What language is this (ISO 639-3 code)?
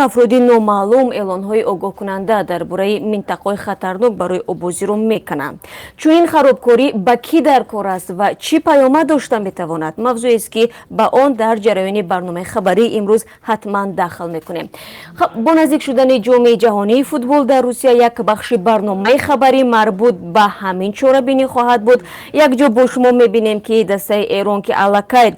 tgk